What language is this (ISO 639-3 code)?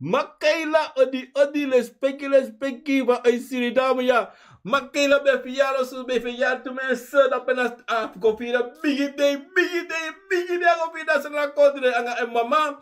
srn